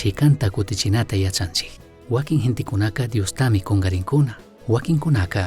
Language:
Chimborazo Highland Quichua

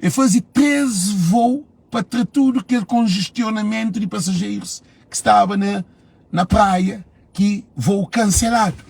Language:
Kabuverdianu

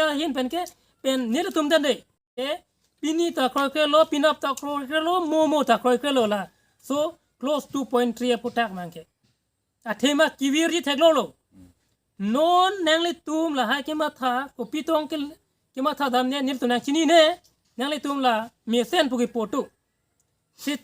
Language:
Karbi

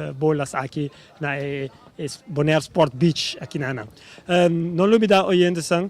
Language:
Papiamento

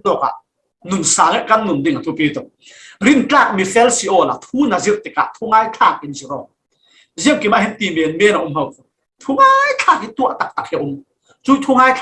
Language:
Falam Chin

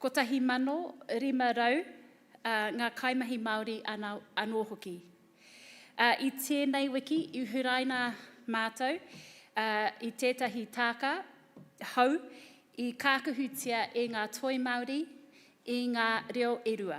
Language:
Māori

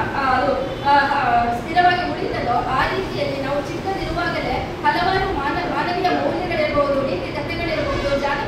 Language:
Kannada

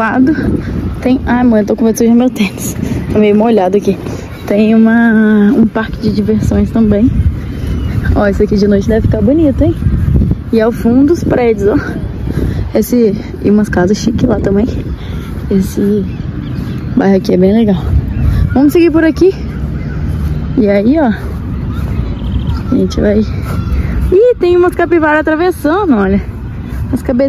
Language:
Portuguese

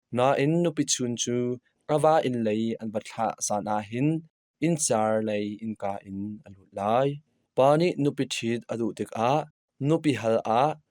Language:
Hakha Chin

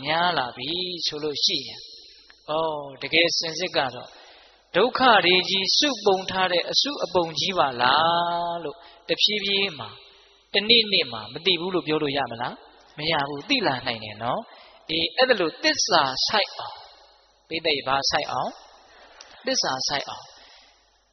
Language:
Burmese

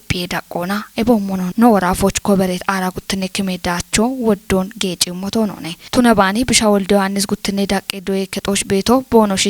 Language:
Kafa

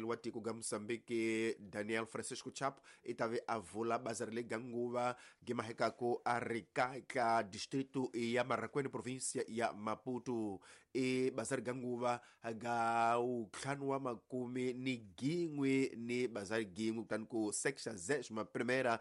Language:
Tsonga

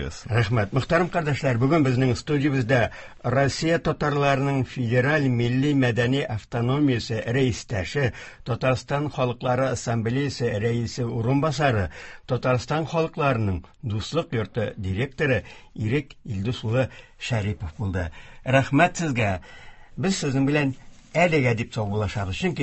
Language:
Tatar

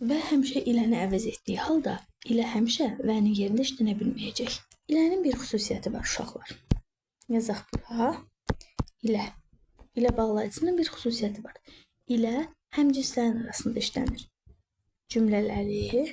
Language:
Azerbaijani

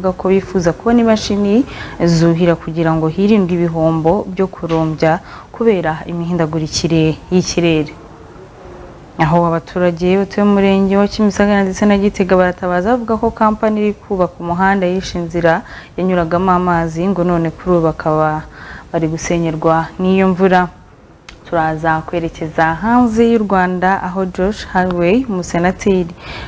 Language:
Kinyarwanda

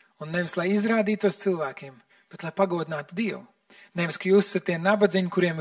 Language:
Latvian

